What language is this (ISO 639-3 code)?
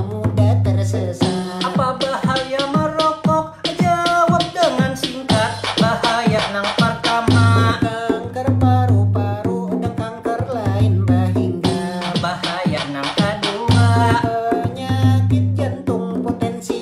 bjn